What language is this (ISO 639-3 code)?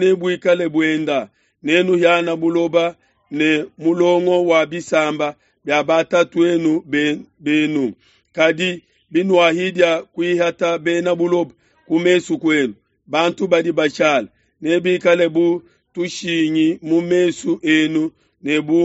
lua